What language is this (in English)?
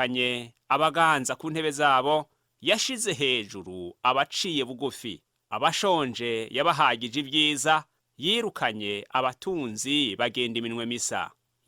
Rundi